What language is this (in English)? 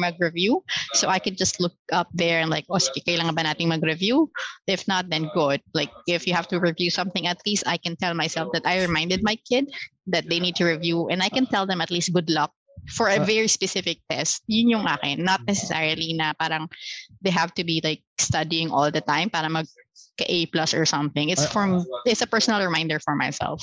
Filipino